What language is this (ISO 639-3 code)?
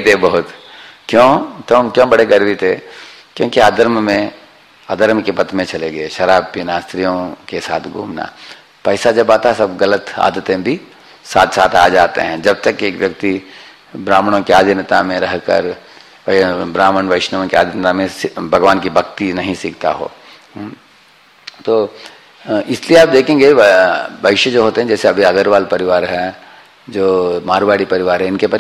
hin